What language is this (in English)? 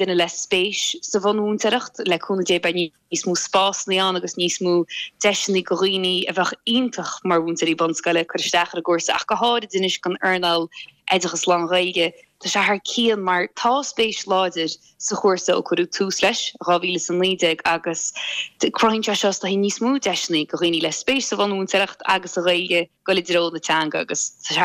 Irish